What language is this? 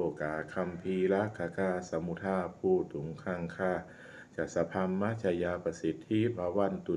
Pali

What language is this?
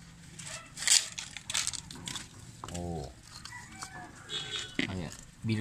Filipino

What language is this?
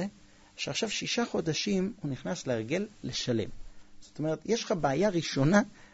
Hebrew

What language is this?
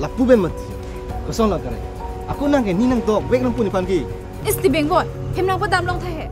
Karbi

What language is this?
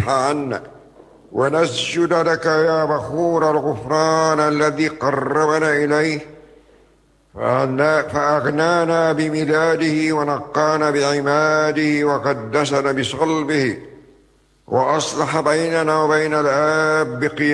Arabic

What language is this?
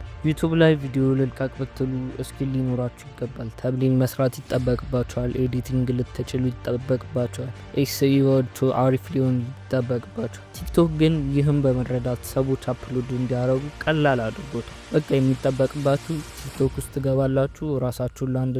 Amharic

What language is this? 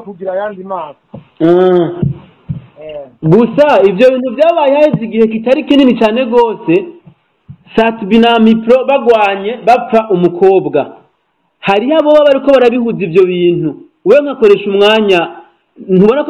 Rundi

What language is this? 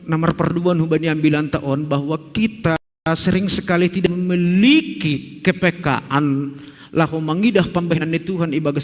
Batak Simalungun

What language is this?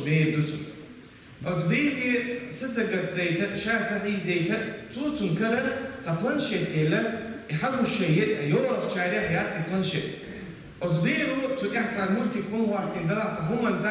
Chechen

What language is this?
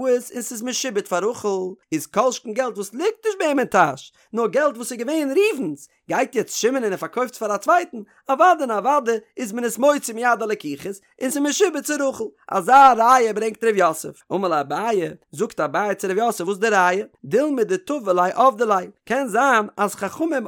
Yiddish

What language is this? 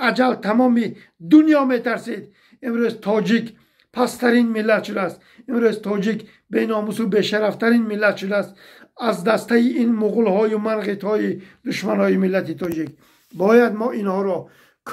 Tajik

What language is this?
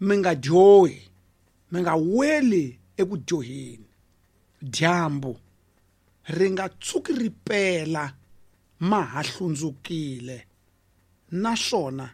Tsonga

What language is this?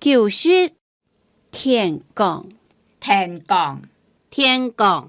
Hakka Chinese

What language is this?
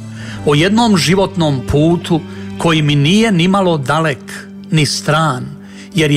Croatian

